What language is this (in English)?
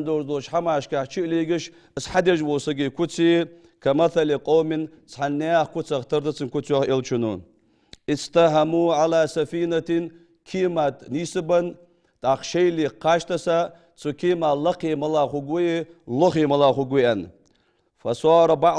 Ingush